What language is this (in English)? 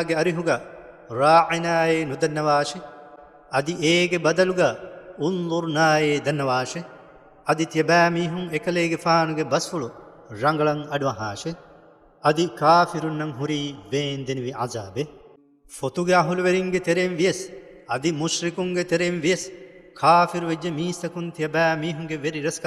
Divehi